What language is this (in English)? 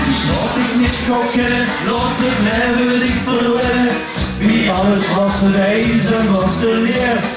Limburgish